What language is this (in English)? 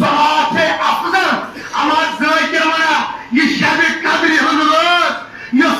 Kashmiri